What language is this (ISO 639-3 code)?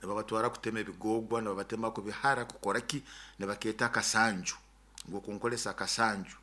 nyo